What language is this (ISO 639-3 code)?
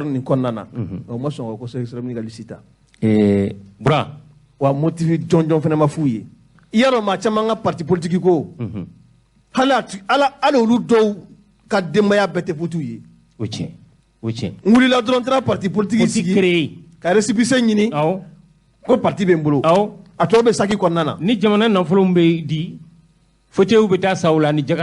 bam